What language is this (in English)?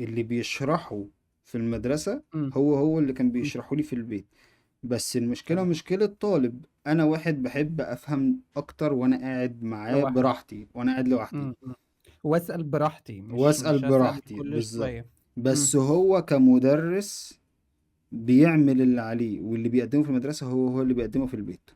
Egyptian Arabic